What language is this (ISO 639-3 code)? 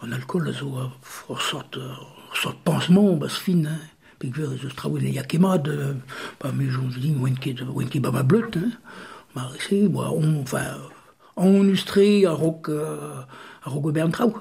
bre